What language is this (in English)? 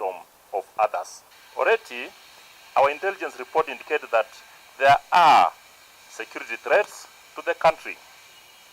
Kamba